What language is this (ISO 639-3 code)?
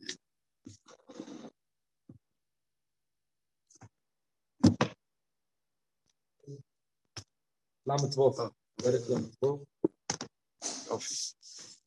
heb